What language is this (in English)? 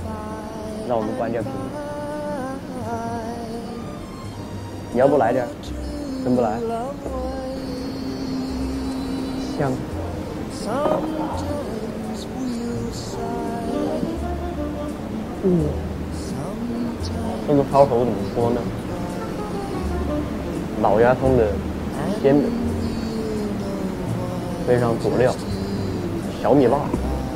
Chinese